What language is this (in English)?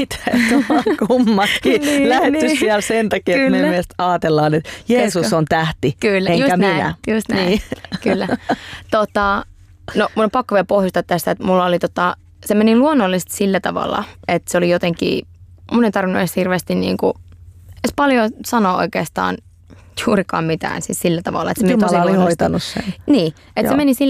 Finnish